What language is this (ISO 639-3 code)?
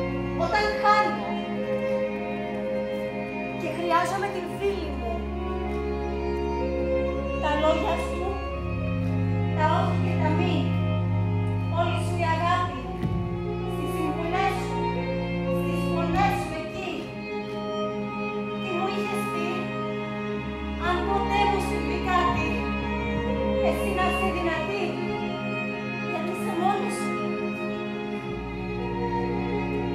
ell